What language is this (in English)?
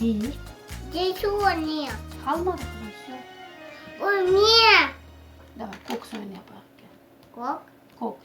Crimean Tatar